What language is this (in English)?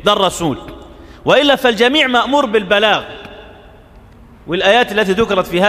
Arabic